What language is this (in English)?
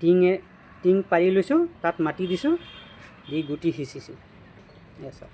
Assamese